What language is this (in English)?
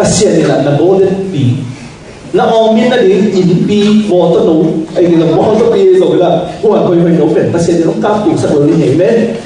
Tedim Chin